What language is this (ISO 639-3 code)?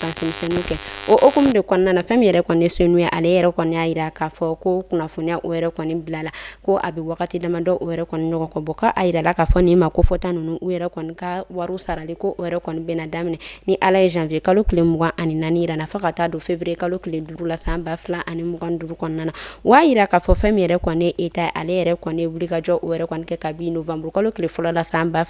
bam